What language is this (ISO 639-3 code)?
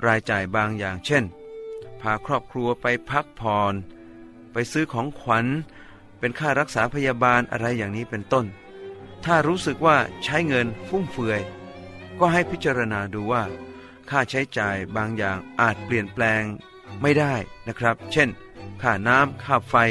tha